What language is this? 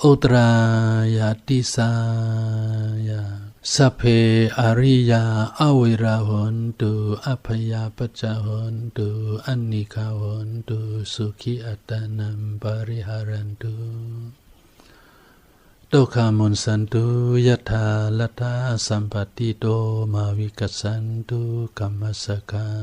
Shan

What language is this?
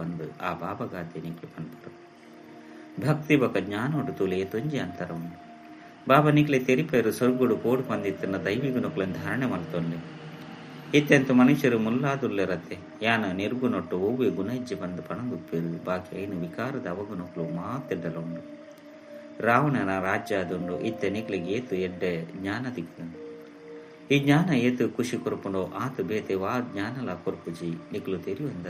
Tulu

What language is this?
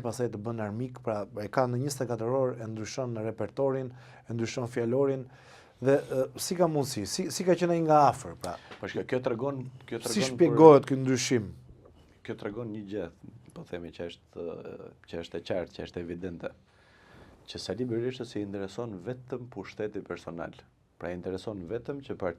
Albanian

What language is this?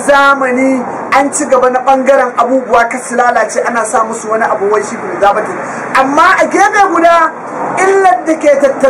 Hausa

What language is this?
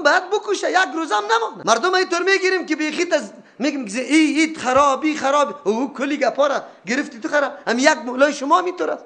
Persian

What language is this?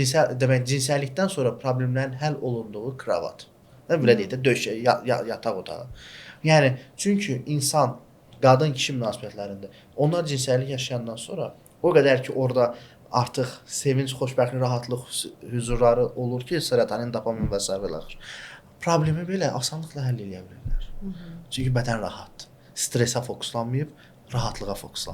Azerbaijani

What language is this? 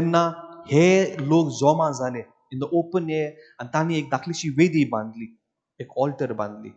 Konkani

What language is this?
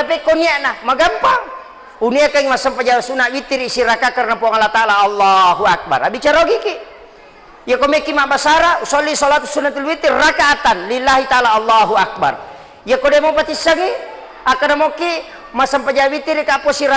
Buginese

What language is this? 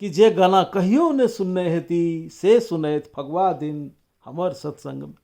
Maithili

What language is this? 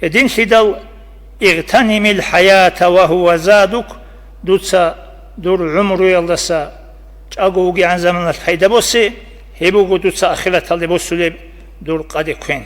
Avaric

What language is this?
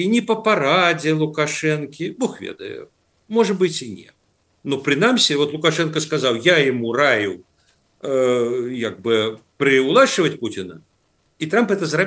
Belarusian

